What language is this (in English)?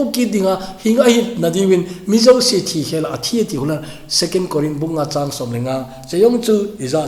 Thado Chin